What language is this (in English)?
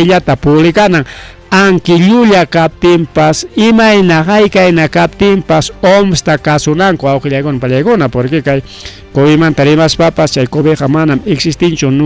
Ayacucho Quechua